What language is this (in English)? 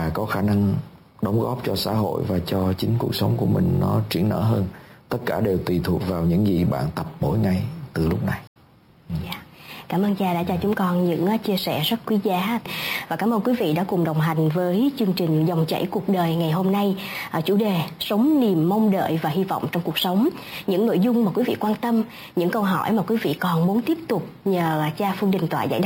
Vietnamese